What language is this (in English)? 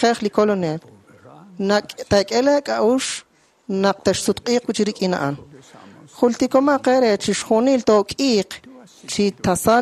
Kekchí